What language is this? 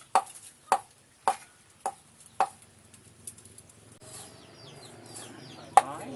Lao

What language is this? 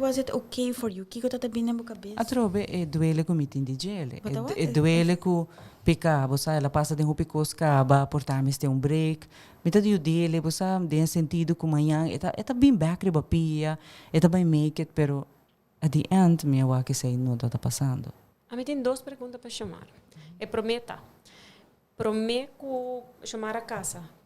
Papiamento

